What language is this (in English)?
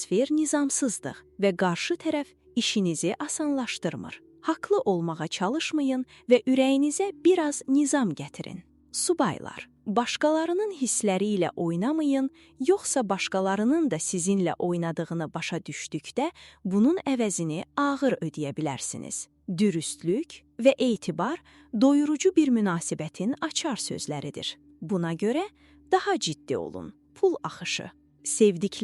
Azerbaijani